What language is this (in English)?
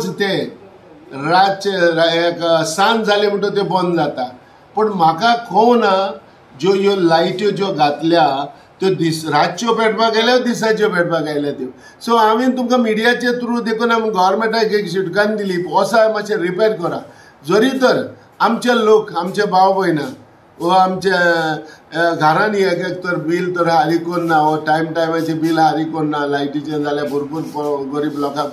Konkani